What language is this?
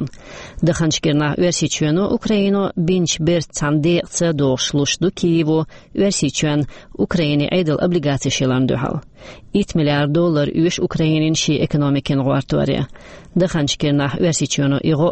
Chechen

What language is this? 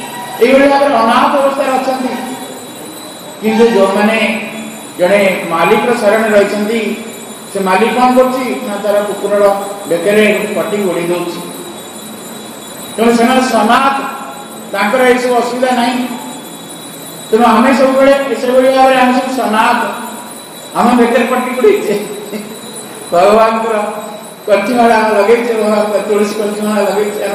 Odia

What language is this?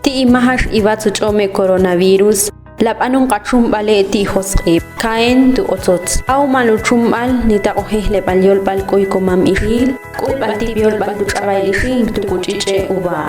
Ixil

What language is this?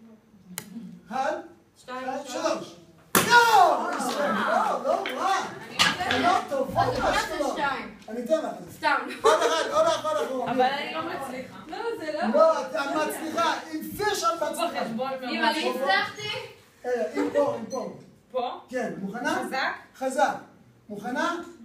Hebrew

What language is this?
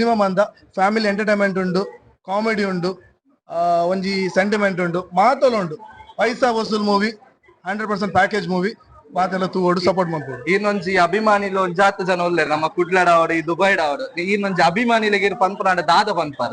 Tulu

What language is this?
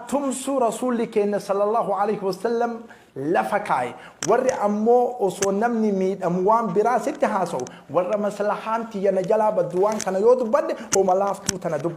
Oromo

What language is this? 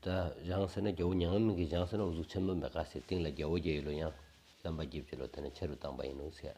Stod Bhoti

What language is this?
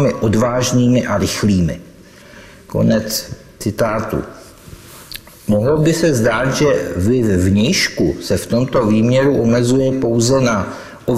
Czech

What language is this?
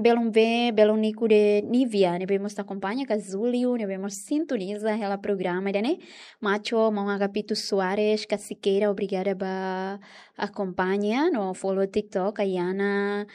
Tetum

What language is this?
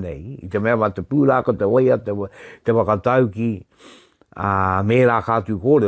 Māori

